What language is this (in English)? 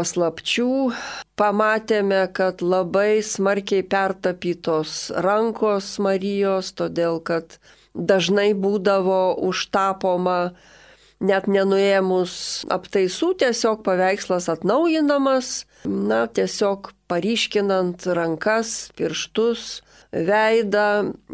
Lithuanian